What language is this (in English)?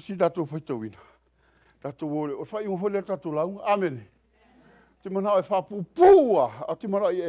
Samoan